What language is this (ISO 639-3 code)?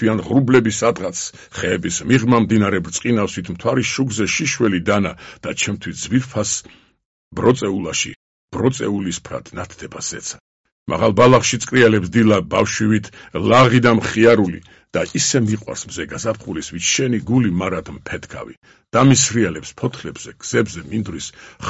kat